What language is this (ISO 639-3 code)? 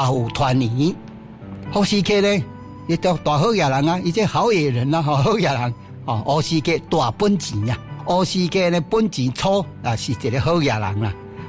nan